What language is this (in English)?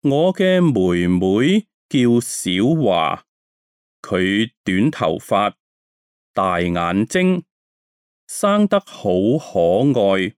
Cantonese